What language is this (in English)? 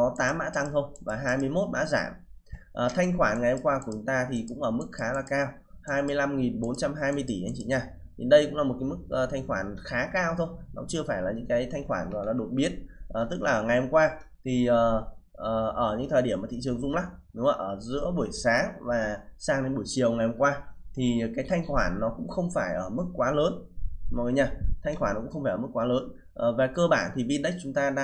Vietnamese